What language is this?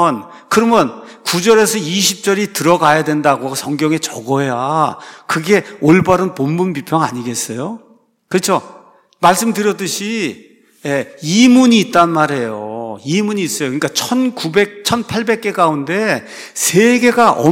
Korean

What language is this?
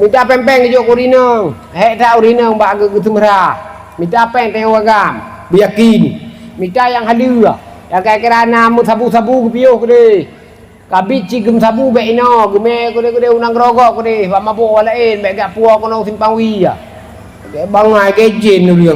Achinese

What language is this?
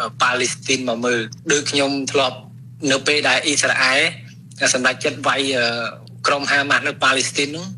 Khmer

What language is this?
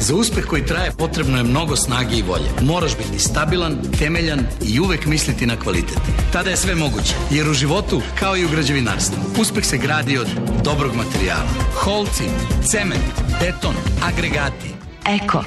Serbian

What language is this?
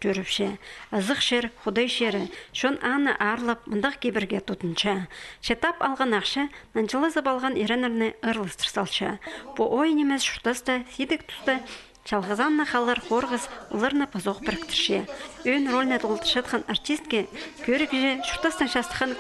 Khakas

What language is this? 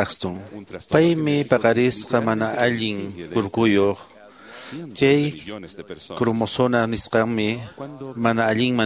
Quechua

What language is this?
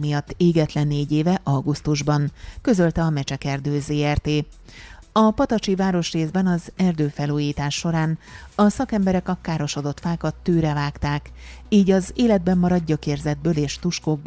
Hungarian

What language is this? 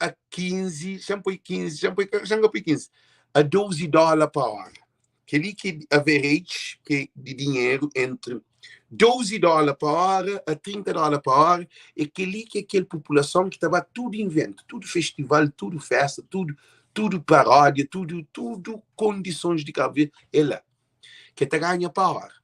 Kabuverdianu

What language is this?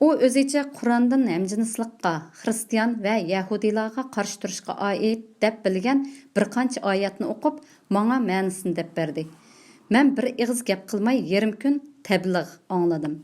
Uyghur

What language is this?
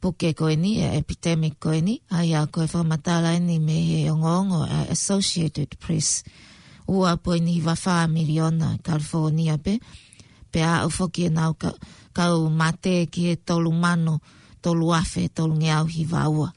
Tongan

